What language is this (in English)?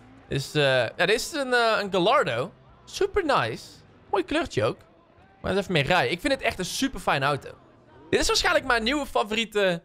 Dutch